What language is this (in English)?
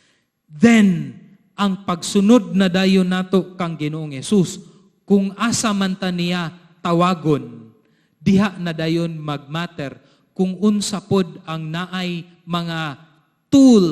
Cebuano